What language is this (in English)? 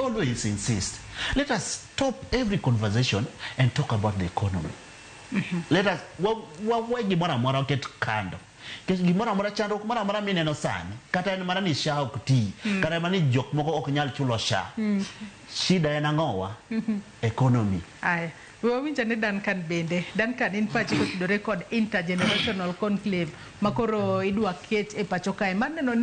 Luo (Kenya and Tanzania)